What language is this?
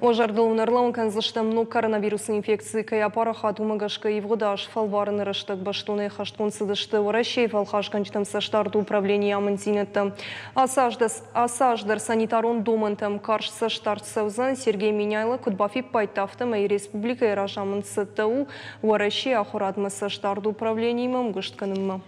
Ossetic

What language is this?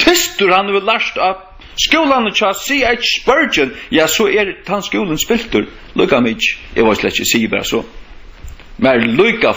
Faroese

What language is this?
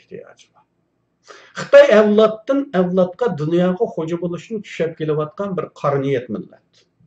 Uyghur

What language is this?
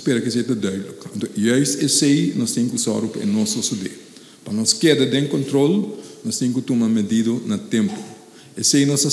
Papiamento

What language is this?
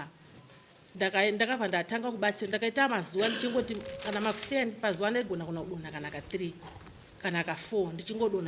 Shona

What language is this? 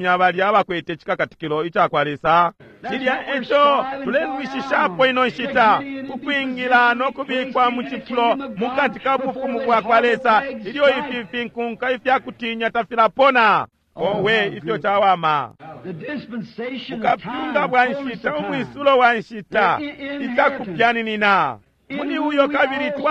Bemba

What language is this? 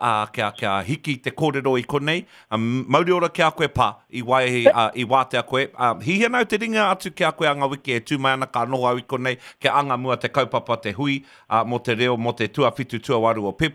Māori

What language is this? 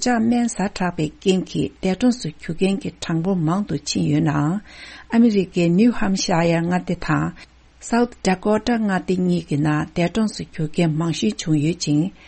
Tibetan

